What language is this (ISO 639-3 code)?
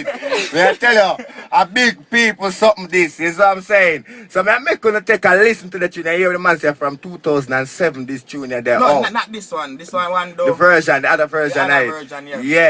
jam